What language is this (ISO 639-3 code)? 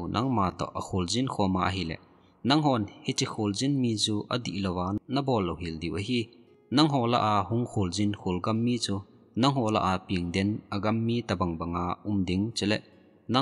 tcz